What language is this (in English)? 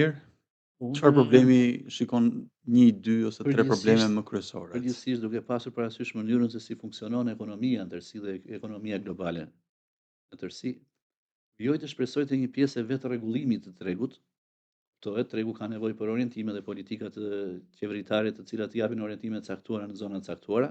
Albanian